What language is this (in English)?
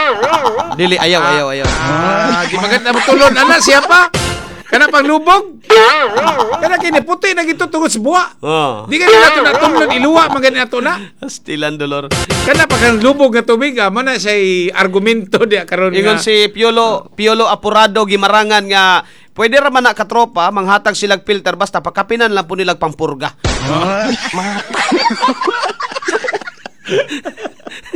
Cebuano